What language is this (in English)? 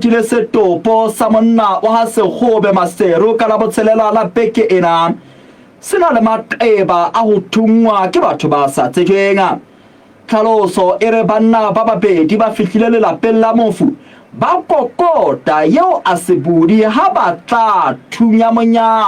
Southern Sotho